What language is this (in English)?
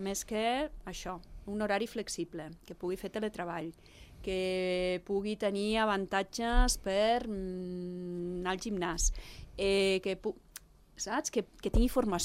Catalan